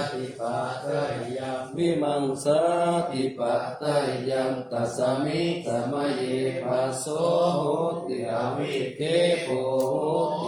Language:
Pali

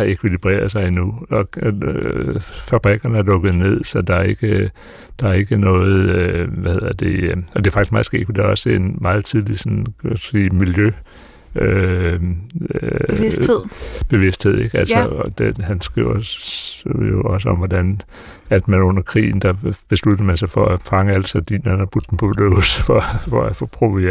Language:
Danish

